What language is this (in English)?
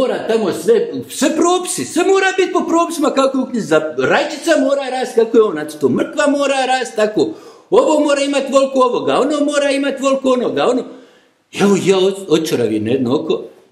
Bosnian